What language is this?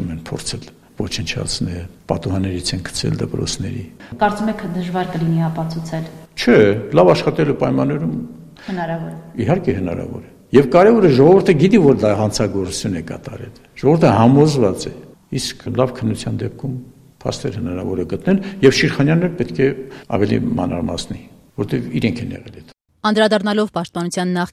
Armenian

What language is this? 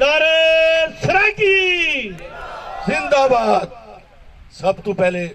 Saraiki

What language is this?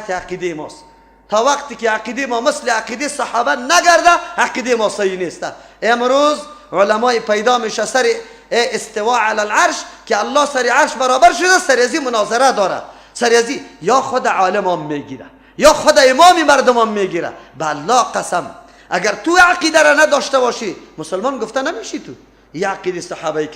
Persian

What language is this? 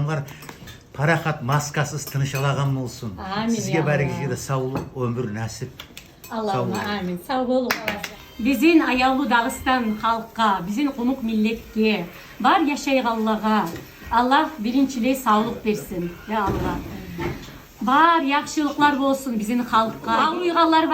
Kumyk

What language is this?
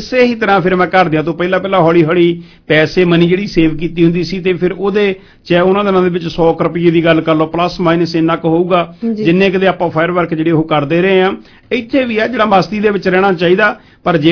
Punjabi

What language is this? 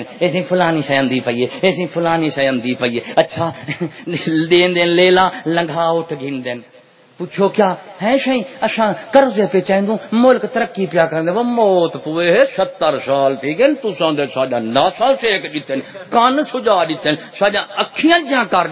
Saraiki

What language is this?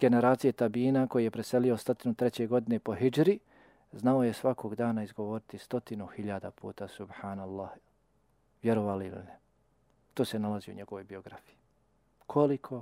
Bosnian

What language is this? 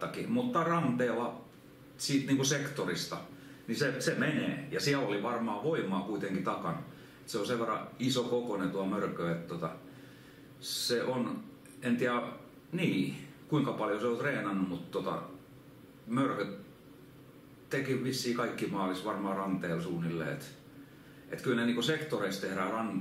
Finnish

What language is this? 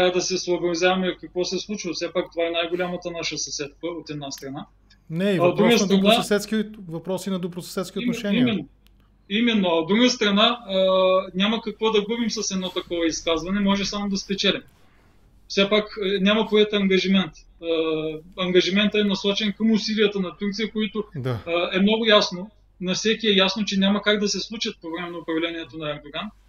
Bulgarian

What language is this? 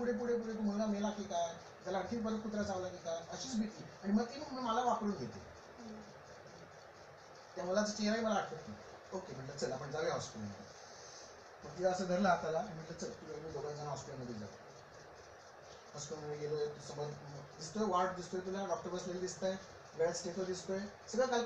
Marathi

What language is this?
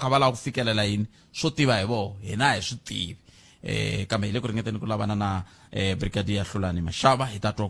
Tsonga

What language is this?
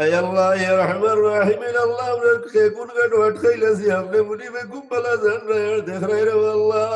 Sylheti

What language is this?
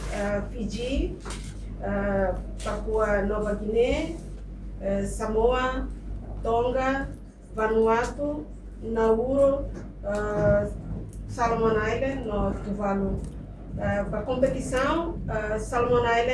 Tetum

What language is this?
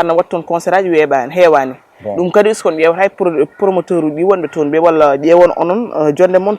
Fula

